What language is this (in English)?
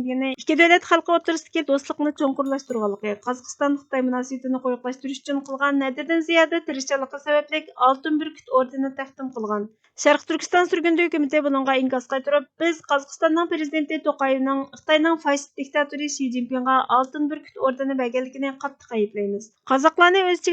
Uyghur